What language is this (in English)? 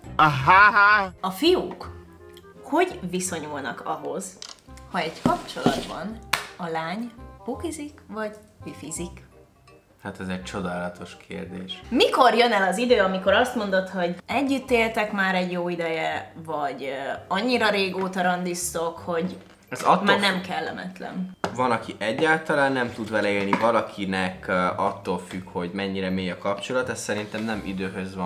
Hungarian